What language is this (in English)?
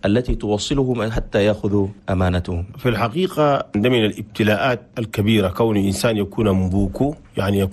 Chadian Arabic